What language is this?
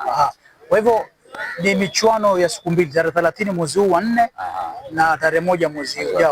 Swahili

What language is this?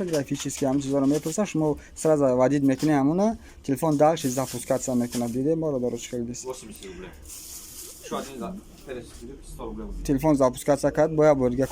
Tajik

